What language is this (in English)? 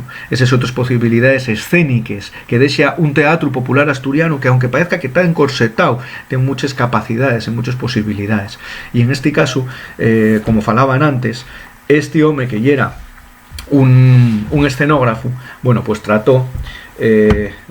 Asturian